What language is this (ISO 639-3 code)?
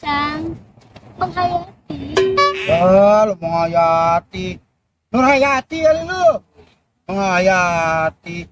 bew